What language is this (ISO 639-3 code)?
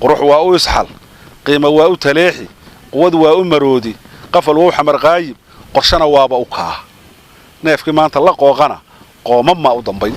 som